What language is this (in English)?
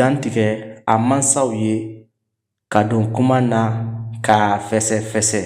Bambara